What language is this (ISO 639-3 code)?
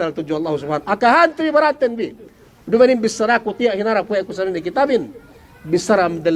yka